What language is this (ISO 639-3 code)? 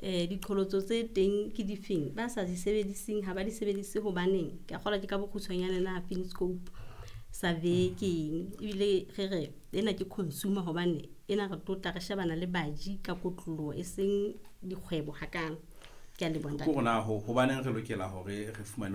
sot